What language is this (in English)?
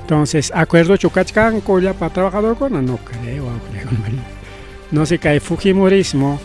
Ayacucho Quechua